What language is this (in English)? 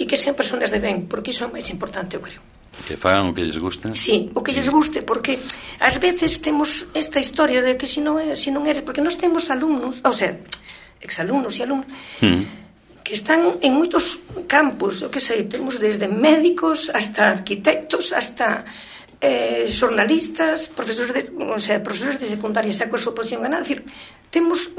Galician